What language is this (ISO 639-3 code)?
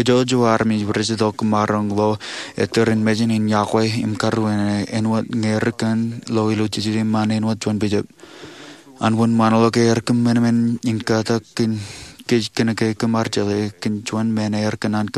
mah